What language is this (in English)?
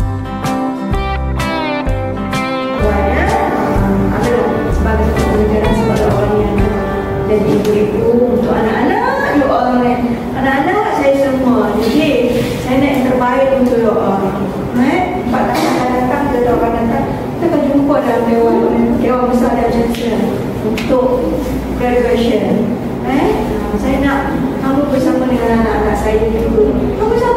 Malay